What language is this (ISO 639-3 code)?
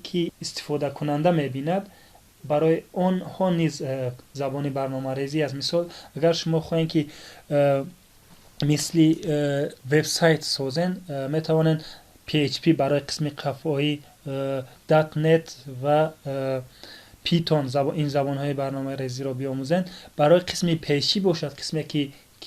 tgk